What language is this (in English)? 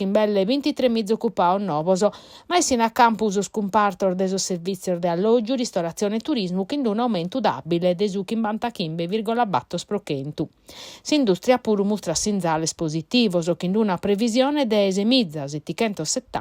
Sardinian